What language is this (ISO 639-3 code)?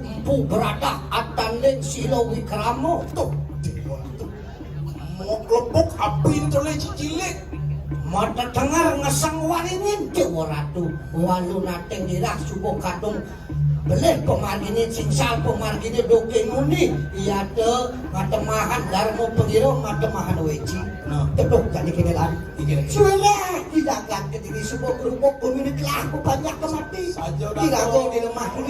ban